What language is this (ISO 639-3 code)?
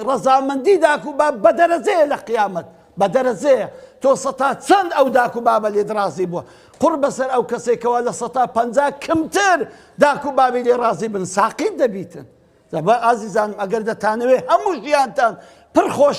ckb